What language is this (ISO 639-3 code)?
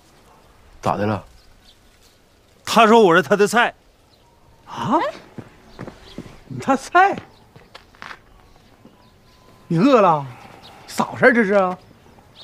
zho